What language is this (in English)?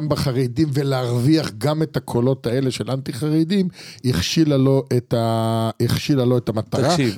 Hebrew